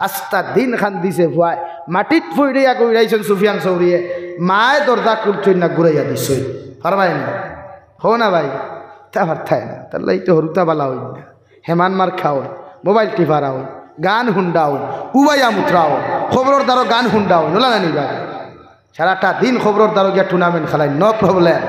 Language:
Sylheti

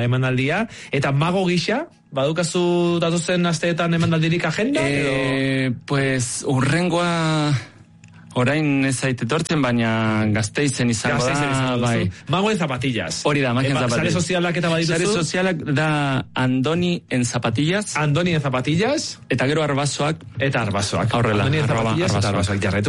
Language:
Basque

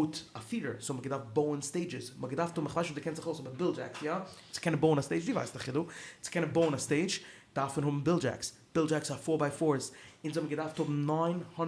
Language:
Yiddish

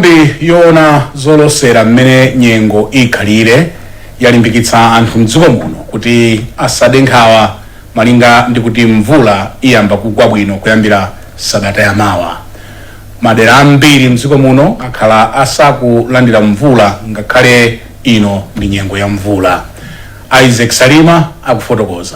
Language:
Nyanja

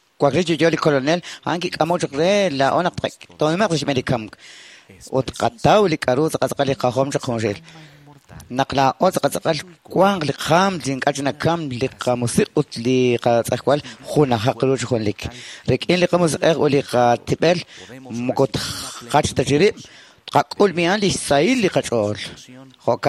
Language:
Kekchí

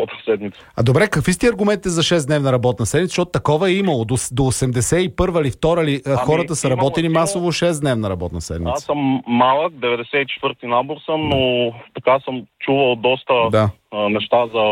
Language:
Bulgarian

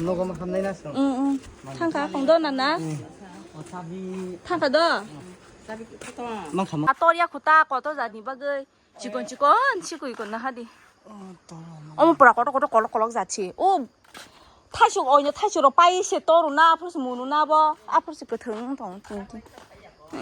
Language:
Kok Borok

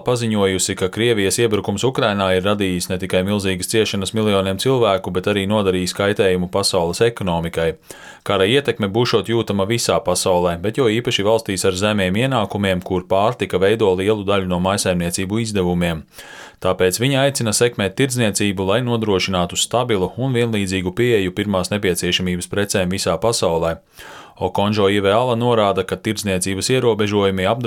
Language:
Latvian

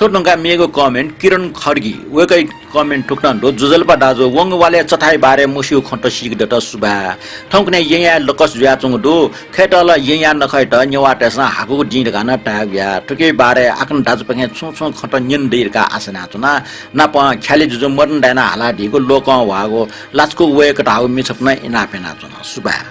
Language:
Newari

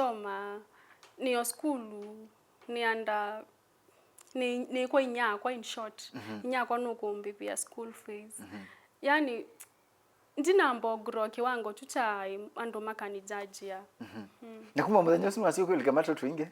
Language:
Kamba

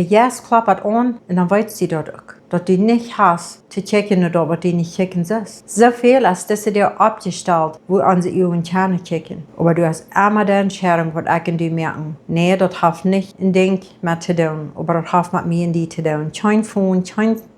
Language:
Plautdietsch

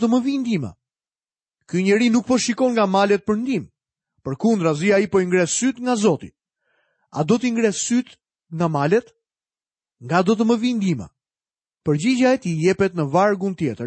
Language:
Albanian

